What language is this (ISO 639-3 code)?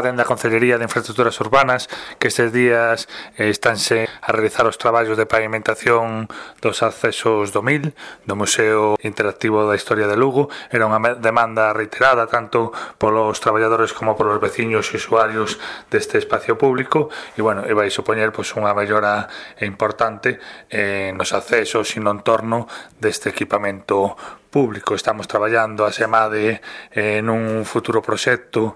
glg